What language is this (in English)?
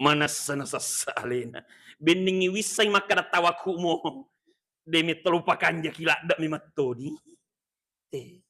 Buginese